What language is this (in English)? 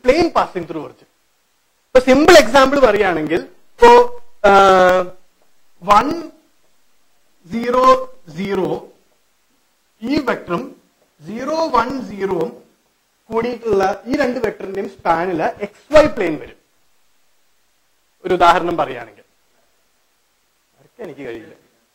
Malayalam